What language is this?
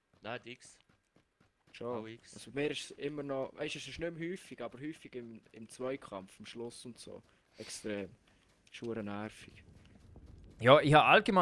Swiss German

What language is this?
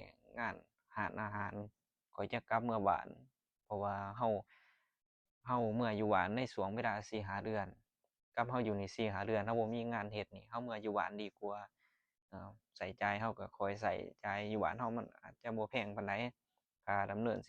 Lao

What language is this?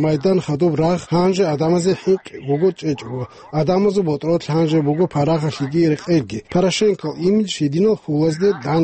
Avaric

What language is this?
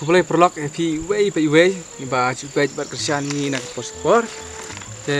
Khasi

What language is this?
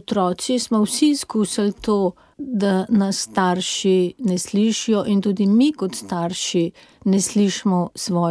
Slovenian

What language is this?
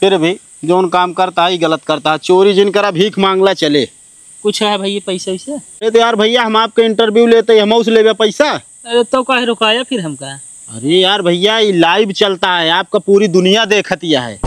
Awadhi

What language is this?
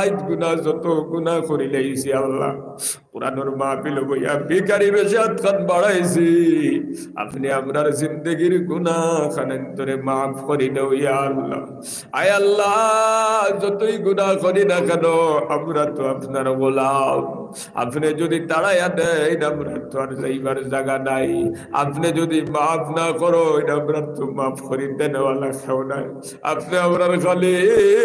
Sylheti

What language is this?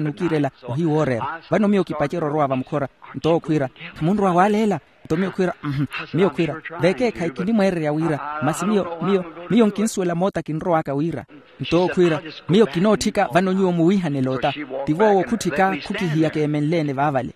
Makhuwa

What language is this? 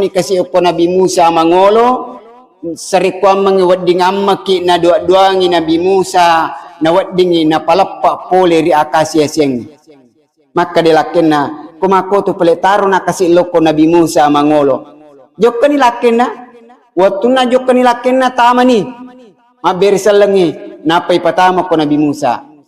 Buginese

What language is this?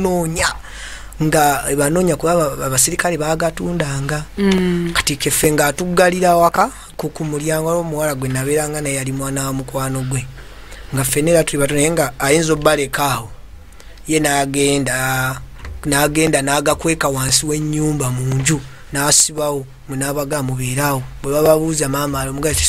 Ganda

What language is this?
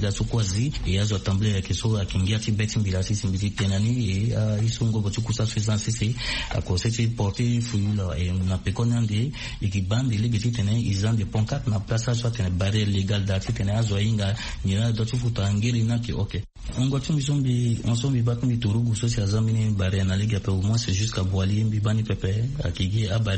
Sango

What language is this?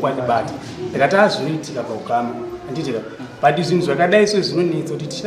Shona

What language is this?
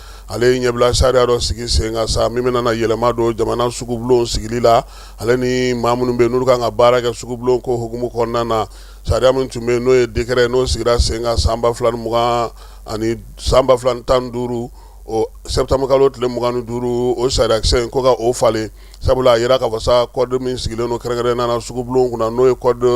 Bambara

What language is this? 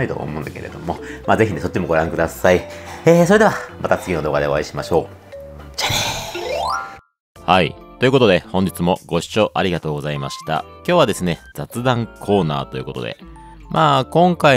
Japanese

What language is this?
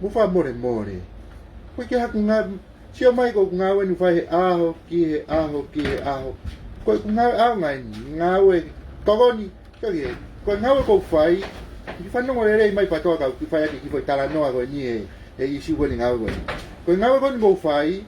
Tongan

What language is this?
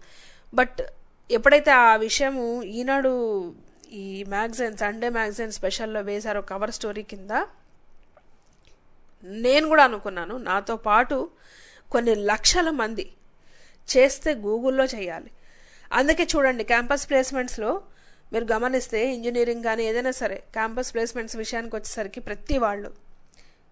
Telugu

